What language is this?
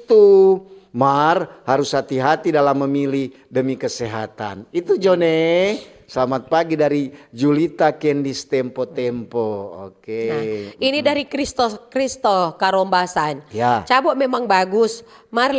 Manado Malay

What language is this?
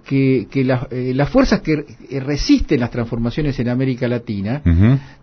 Spanish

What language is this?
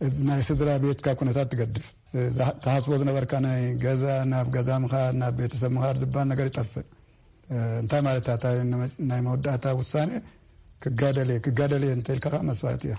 Tigrinya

